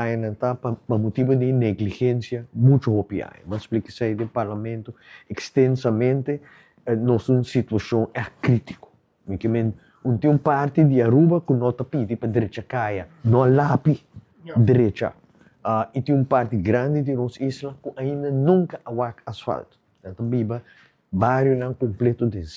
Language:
Papiamento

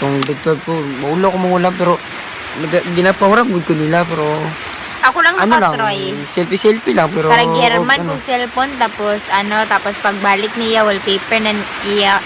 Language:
Cebuano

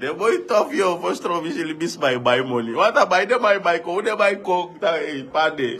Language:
Sranan Tongo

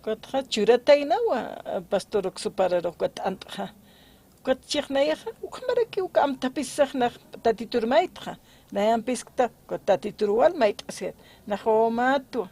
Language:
Aymara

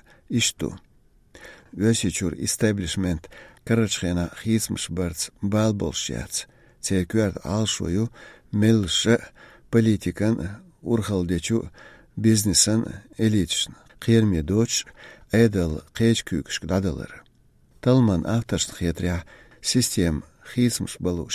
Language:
Chechen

